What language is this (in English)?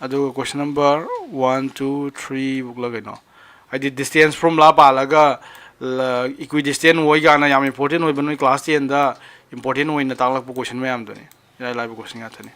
Manipuri